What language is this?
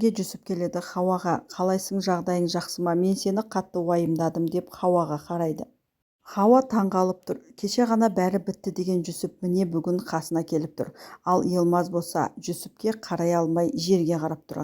Kazakh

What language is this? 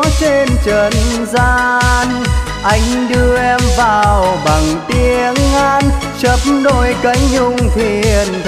Vietnamese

